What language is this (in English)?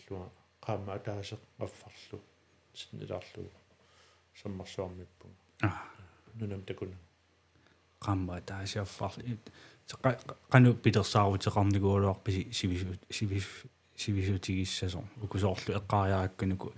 Kalaallisut